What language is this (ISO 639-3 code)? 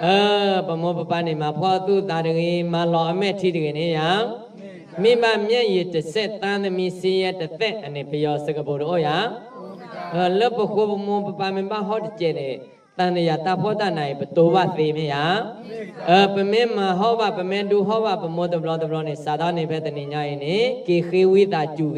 ksw